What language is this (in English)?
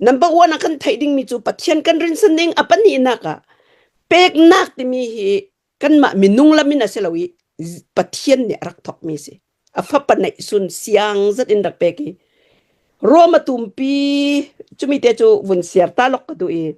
Hakha Chin